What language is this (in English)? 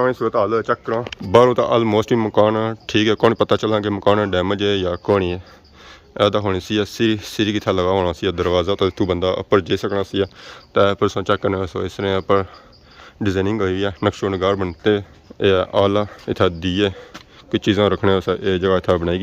Pahari-Potwari